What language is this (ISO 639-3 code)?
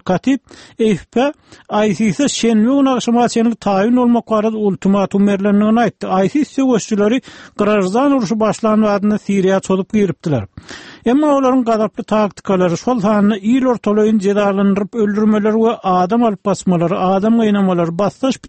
tuk